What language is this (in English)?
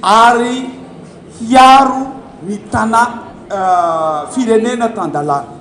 Malagasy